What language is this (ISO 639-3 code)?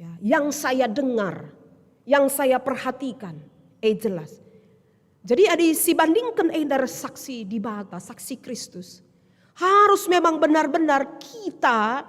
btx